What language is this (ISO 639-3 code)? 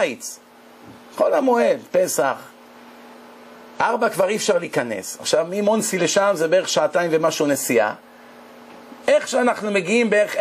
heb